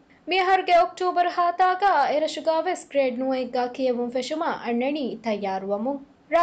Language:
Divehi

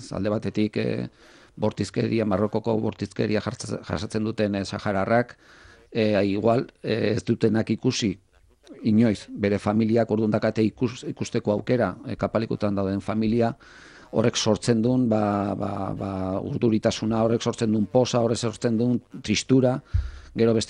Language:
Basque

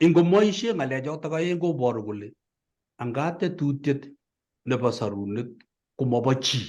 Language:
Kalenjin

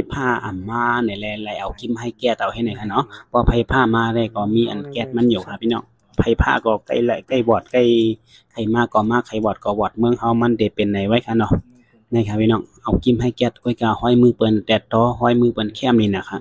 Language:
Shan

